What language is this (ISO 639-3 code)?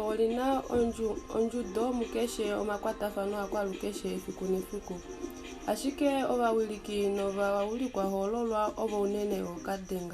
kua